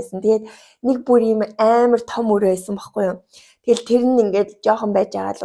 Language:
Mongolian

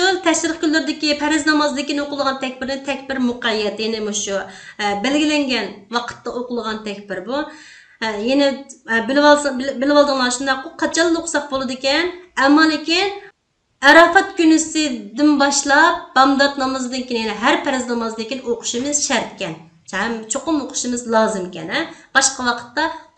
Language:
Uyghur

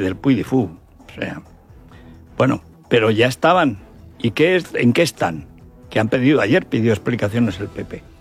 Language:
Spanish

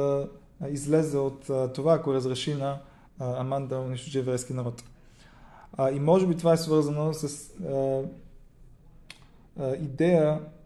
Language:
Bulgarian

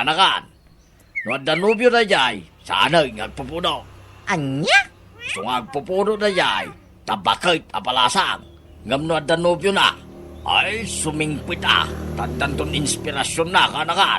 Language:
Iloko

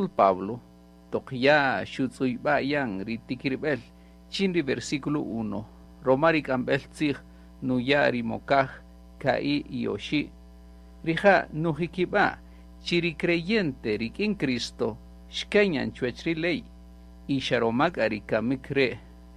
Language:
Kaqchikel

